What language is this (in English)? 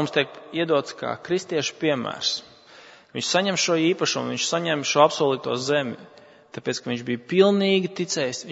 Latvian